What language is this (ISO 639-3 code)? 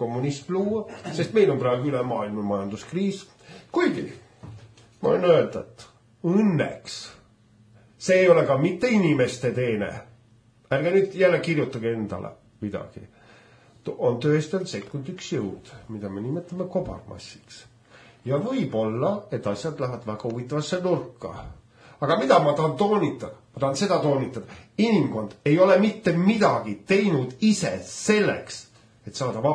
est